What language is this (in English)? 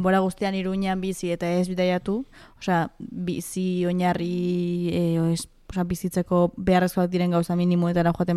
Basque